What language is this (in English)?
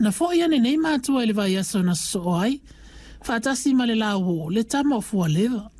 Samoan